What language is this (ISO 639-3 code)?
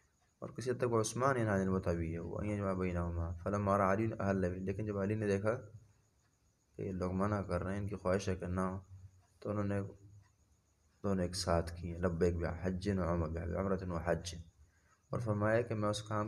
urd